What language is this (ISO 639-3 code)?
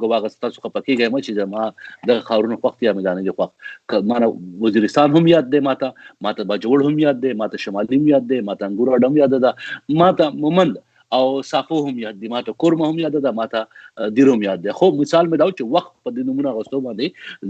pus